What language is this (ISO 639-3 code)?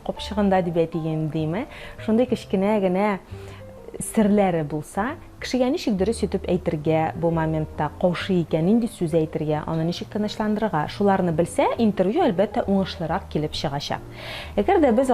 tat